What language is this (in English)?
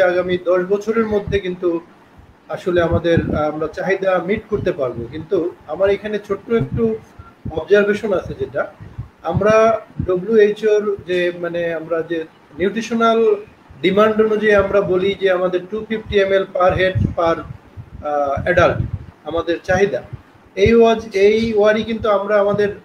Bangla